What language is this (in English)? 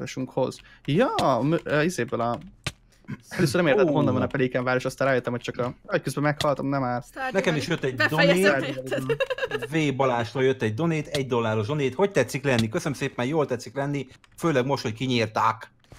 Hungarian